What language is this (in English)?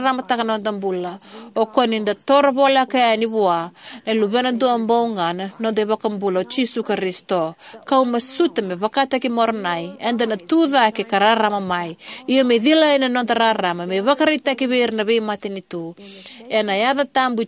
Fijian